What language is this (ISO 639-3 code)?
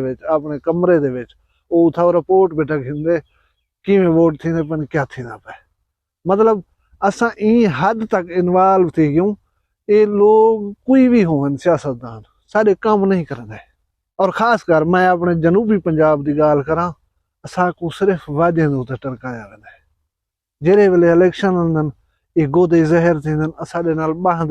skr